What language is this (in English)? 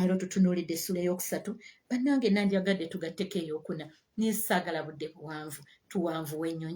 Ganda